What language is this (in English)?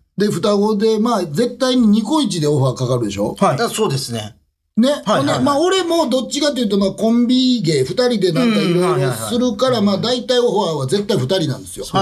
Japanese